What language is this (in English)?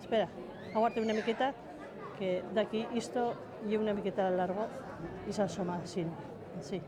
Aragonese